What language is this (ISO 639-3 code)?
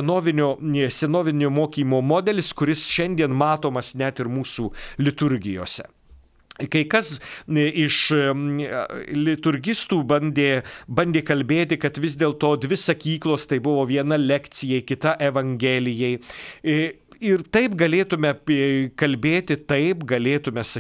lit